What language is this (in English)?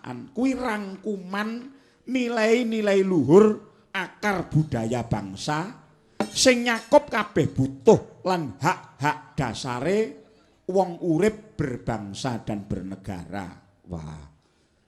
Javanese